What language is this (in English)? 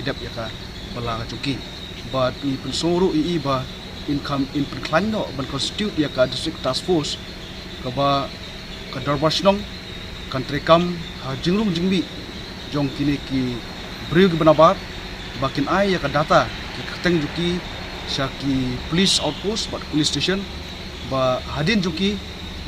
Khasi